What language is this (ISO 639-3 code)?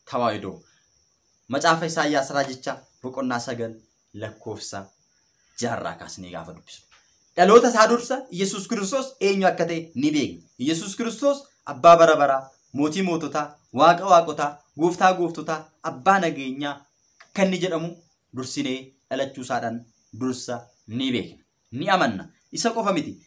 orm